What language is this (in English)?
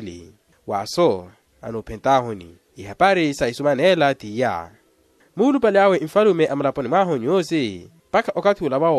Makhuwa